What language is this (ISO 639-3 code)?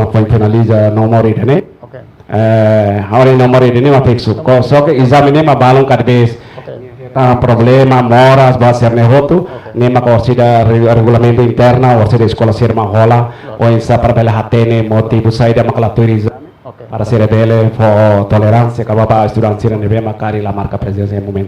tet